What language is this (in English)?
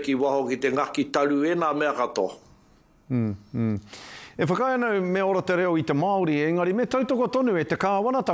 Māori